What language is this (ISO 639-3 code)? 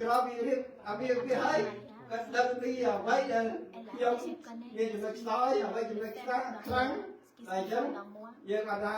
khm